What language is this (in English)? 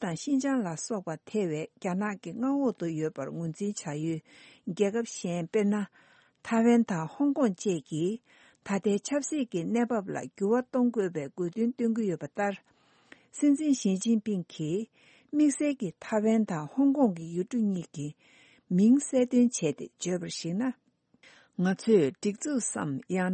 Tibetan